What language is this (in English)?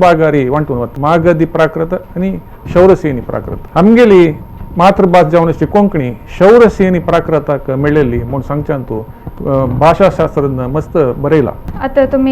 Konkani